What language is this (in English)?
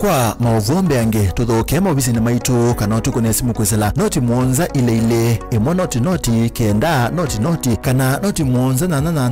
Kamba